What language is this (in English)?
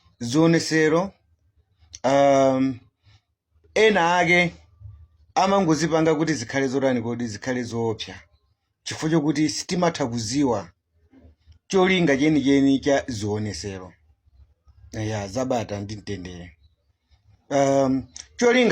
Nyanja